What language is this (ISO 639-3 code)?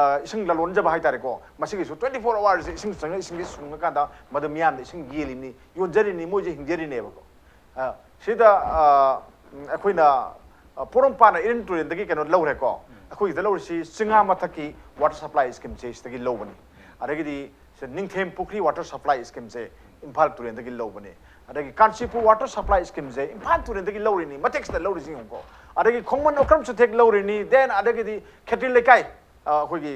mni